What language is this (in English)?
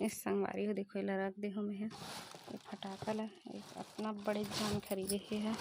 Chhattisgarhi